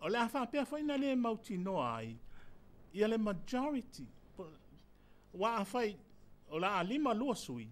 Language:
Samoan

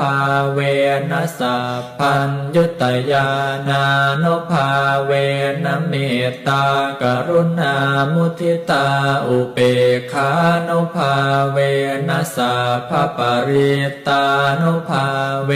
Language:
Pali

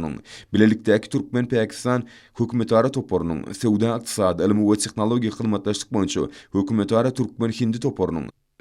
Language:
Turkmen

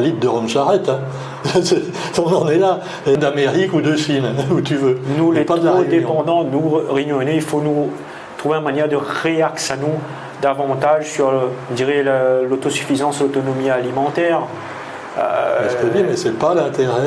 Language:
Réunion Creole French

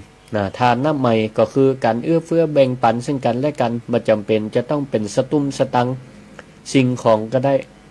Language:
Northern Thai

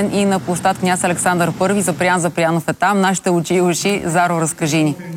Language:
Bulgarian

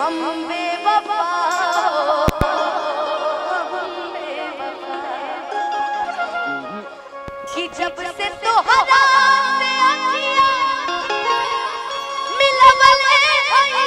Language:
Bhojpuri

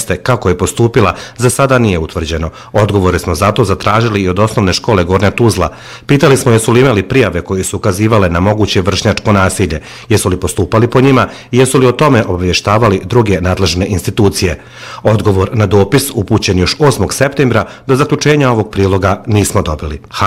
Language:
Bosnian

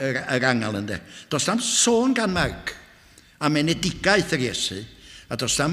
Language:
Welsh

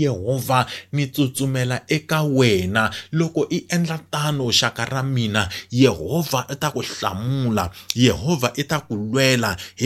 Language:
Tsonga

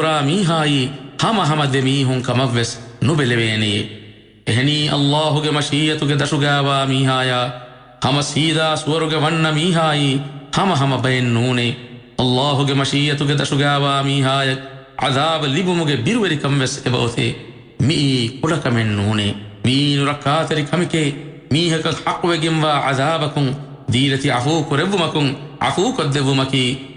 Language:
Divehi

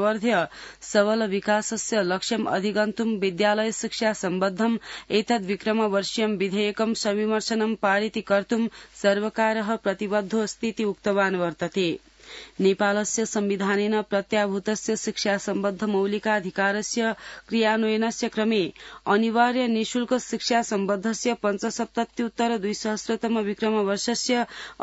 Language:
Sanskrit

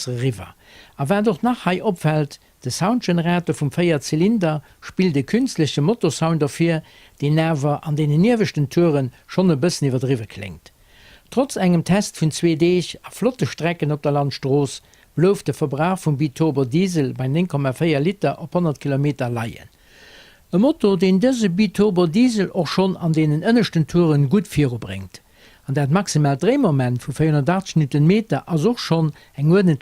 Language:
Luxembourgish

